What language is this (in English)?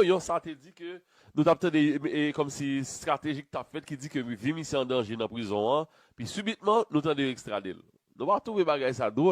Haitian Creole